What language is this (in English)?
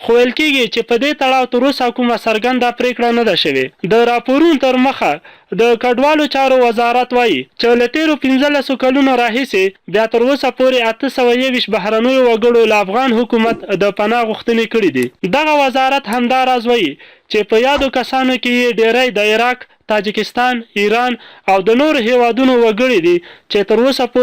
Pashto